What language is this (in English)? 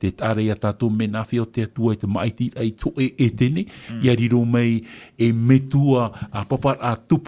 Tahitian